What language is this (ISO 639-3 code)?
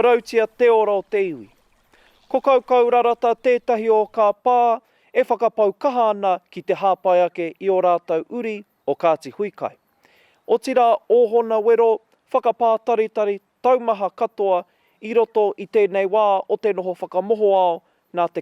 mri